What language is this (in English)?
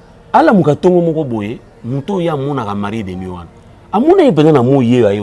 Lingala